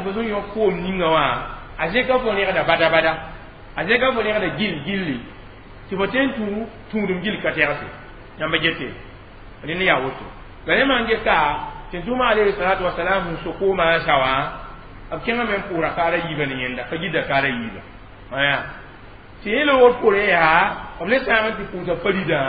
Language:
Mossi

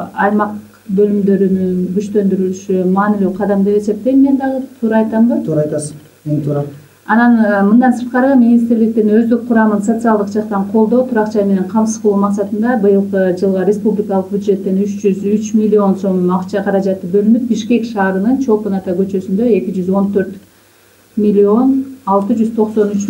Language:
Kyrgyz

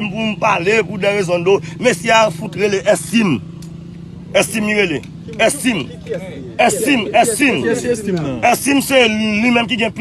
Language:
Haitian Creole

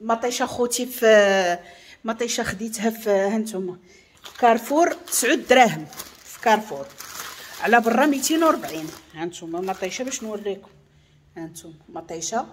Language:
Moroccan Arabic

